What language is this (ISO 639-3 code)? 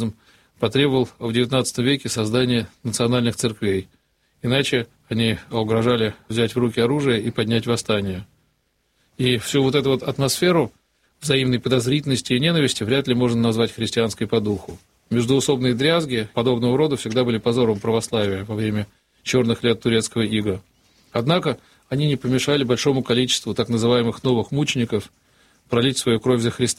rus